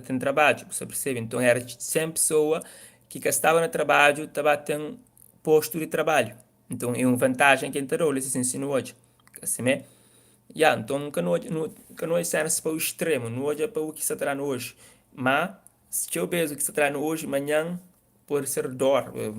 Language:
Kabuverdianu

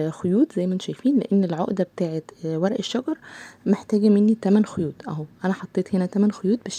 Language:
Egyptian Arabic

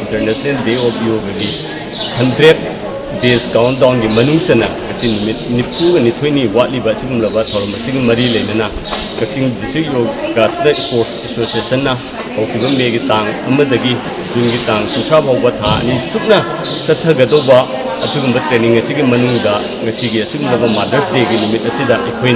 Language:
Manipuri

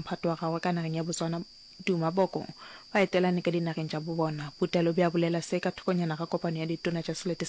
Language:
Northern Sotho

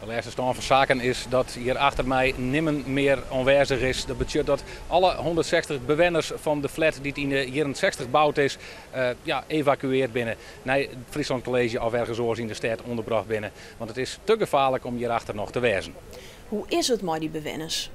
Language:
Western Frisian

